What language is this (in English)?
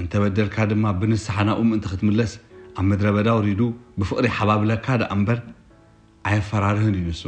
Tigrinya